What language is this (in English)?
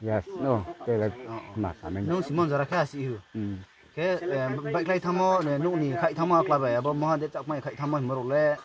Riang (India)